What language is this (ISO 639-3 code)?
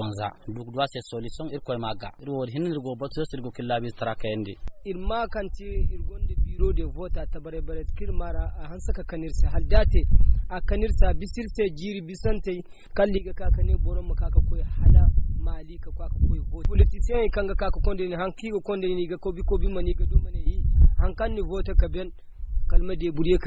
dje